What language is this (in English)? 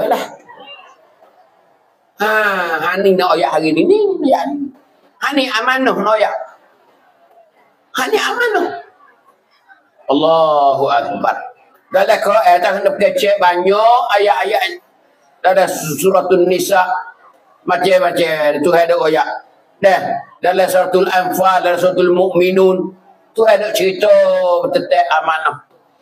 Pattani Malay